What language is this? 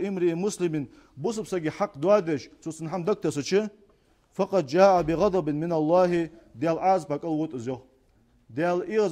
Ingush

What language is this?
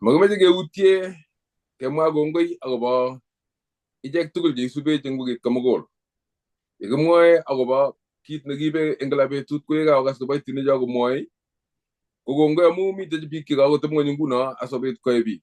Kalenjin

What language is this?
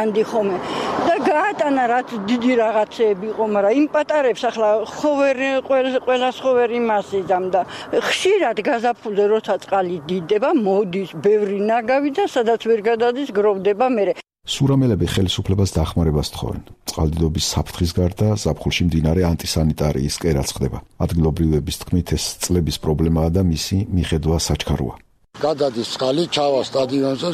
Georgian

